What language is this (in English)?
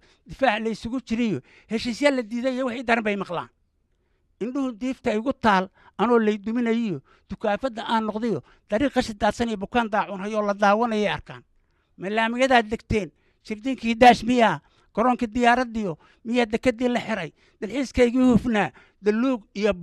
Somali